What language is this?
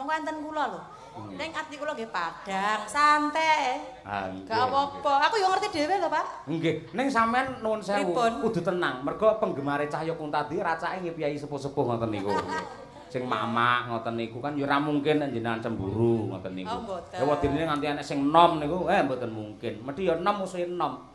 Javanese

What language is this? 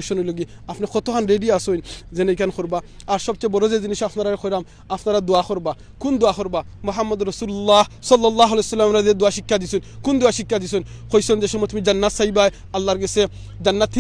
Sylheti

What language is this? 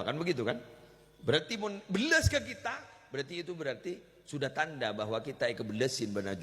Madurese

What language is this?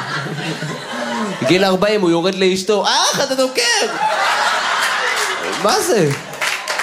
Hebrew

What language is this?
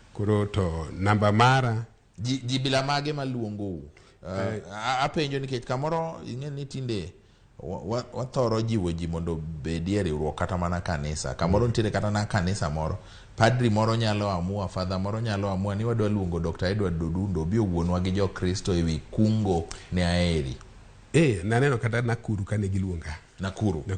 Luo (Kenya and Tanzania)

